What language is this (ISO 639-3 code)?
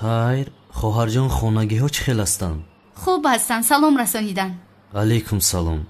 tgk